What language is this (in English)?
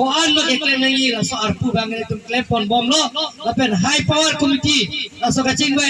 Karbi